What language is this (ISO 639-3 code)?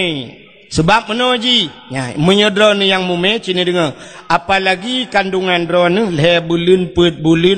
ace